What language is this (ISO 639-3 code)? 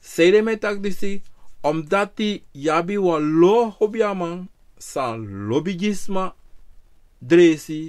srn